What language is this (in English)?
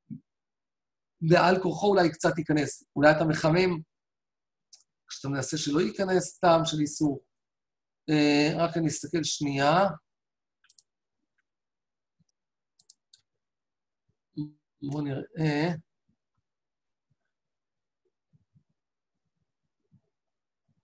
Hebrew